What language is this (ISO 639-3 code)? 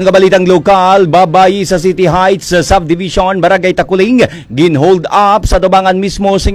hil